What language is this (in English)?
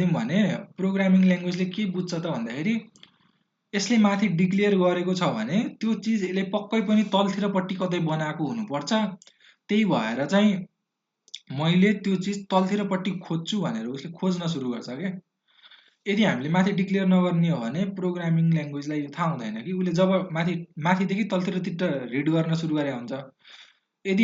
Nepali